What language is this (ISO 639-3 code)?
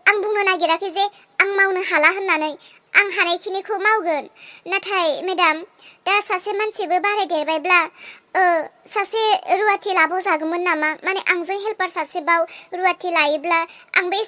brx